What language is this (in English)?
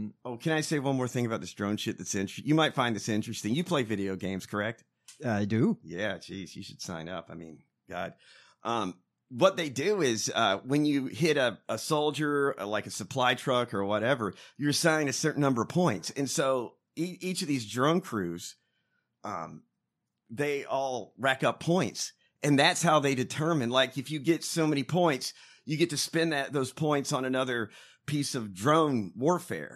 English